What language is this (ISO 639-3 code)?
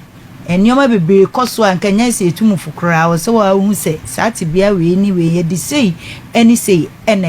aka